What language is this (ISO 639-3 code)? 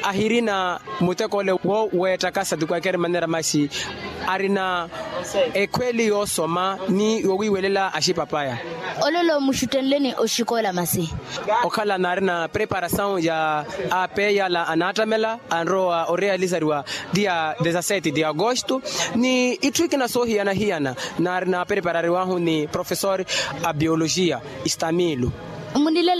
vmw